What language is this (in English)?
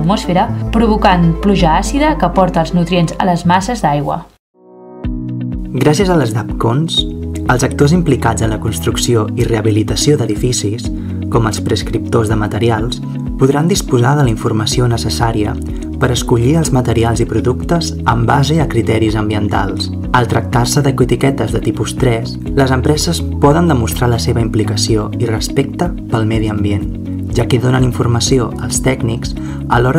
Catalan